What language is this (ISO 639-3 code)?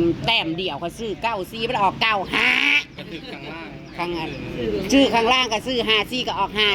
tts